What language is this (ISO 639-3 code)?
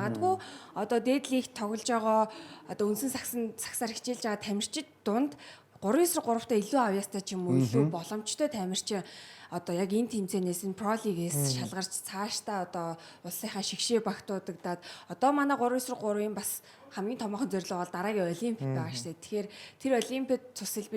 mon